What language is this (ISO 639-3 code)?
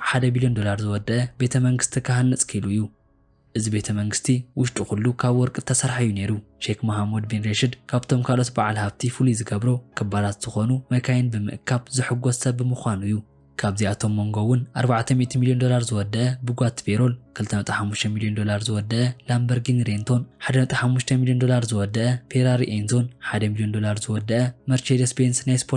tir